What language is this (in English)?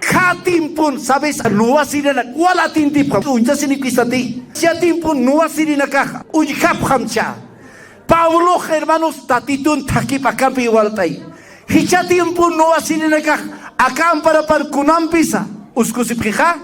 Aymara